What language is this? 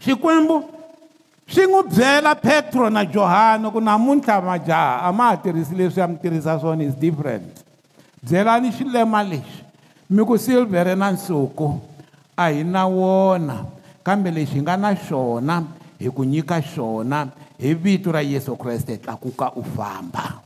Tsonga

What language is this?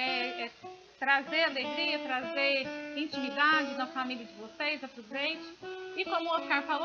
Portuguese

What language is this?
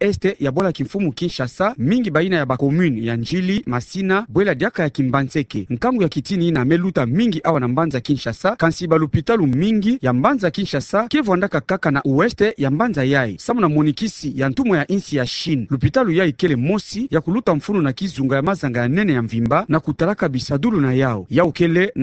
Kituba (Democratic Republic of Congo)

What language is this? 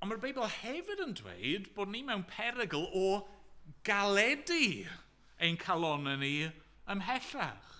Welsh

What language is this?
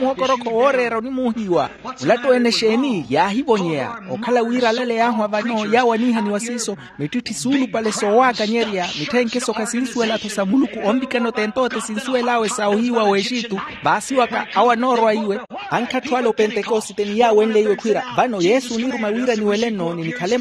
Makhuwa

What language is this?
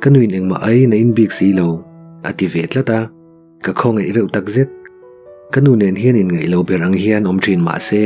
Mizo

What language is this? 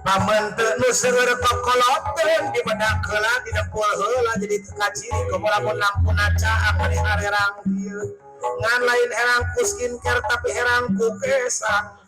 Sundanese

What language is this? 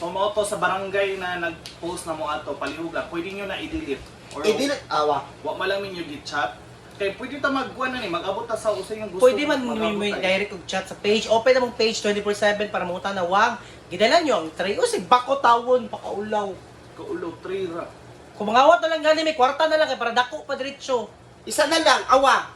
Cebuano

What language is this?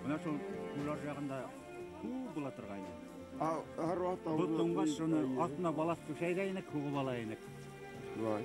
Bashkir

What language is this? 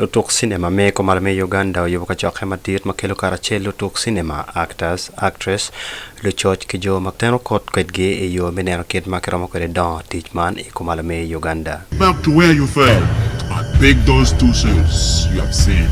Acoli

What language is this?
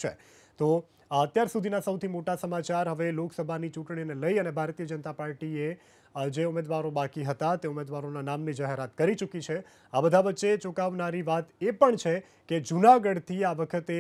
Gujarati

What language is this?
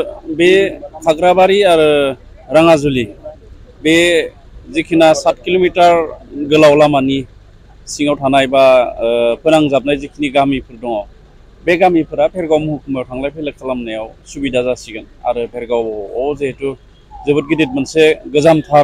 Bodo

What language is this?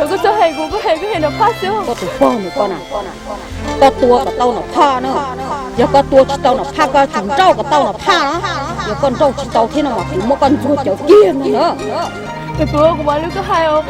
Hmong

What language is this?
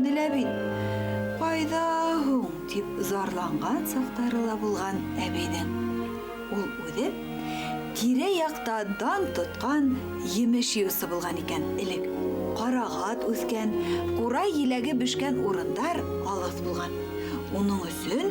Bashkir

